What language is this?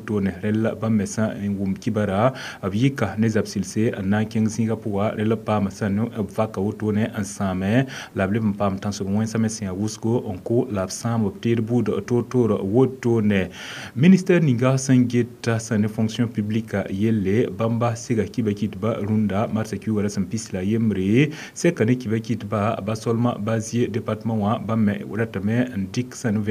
Mossi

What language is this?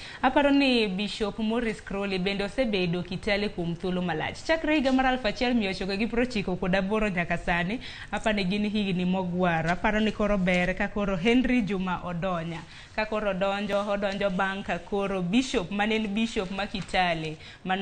Luo (Kenya and Tanzania)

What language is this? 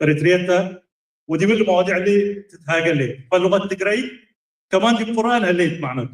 Tigre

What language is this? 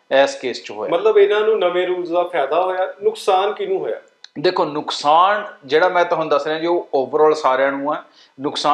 Punjabi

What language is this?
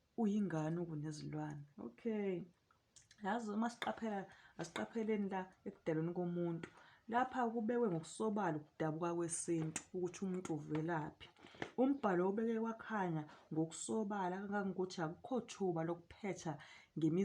Zulu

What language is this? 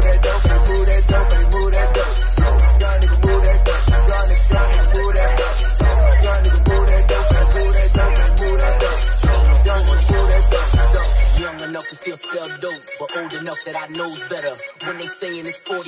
English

